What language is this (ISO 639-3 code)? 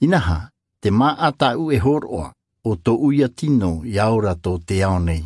tah